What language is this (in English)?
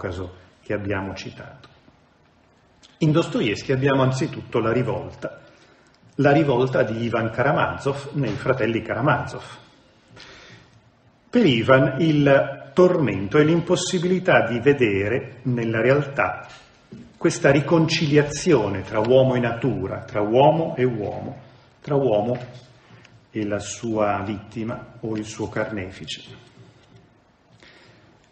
Italian